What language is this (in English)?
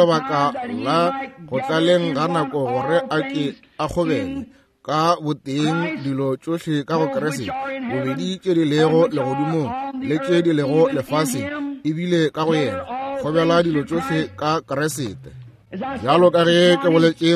Northern Sotho